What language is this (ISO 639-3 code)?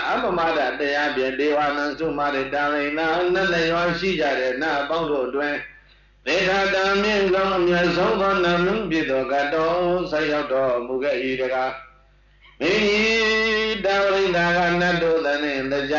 mya